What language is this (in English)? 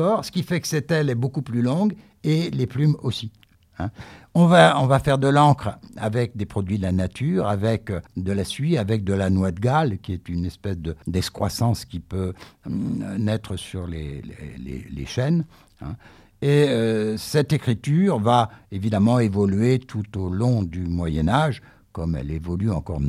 French